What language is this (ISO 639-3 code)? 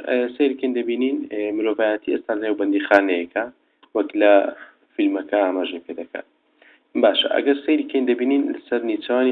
ckb